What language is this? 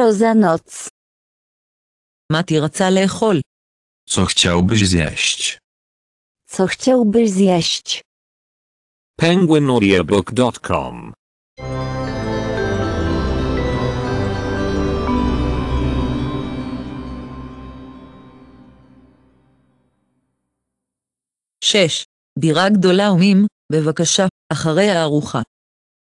Polish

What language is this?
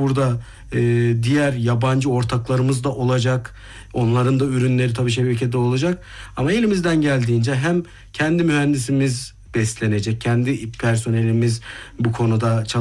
Turkish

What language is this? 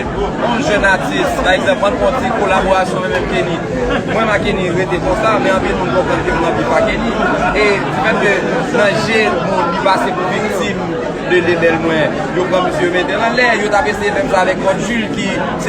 Haitian Creole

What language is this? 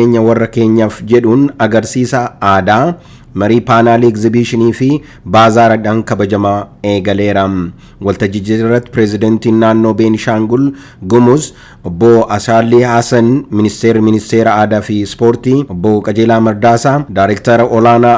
Oromo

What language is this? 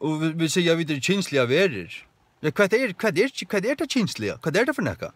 Faroese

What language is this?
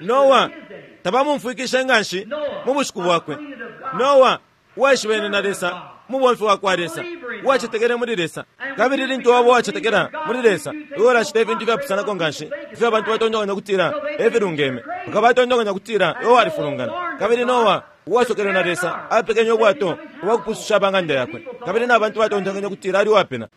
Bemba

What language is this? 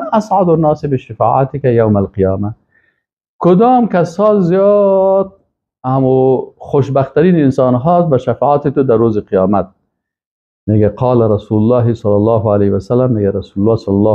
Persian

